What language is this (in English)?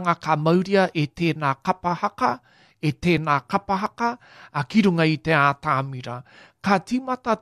Māori